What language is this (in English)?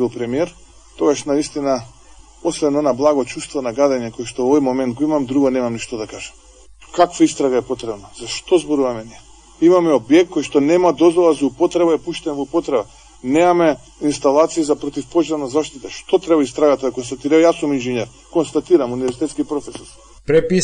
Macedonian